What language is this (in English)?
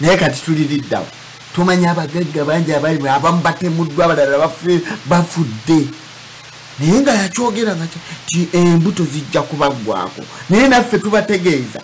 Ganda